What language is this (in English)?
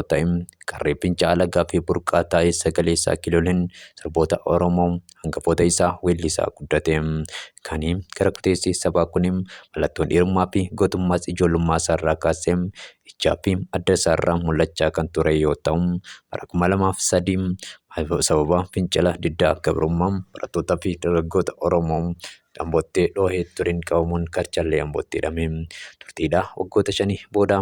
Oromo